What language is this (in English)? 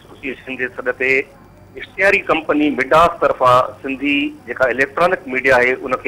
Sindhi